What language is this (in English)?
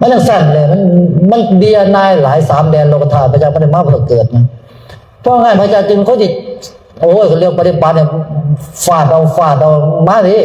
Northeastern Thai